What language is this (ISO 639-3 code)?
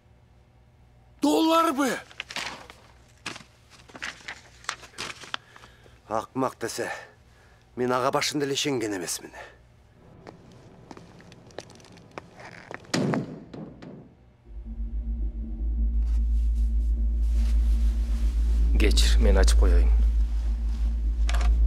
kir